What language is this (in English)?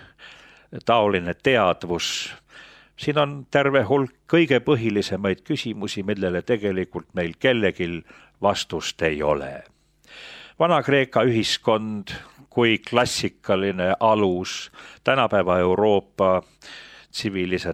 Estonian